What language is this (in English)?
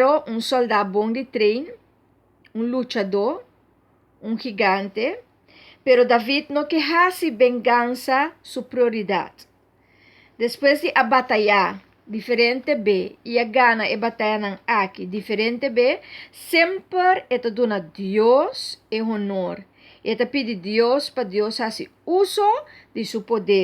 Papiamento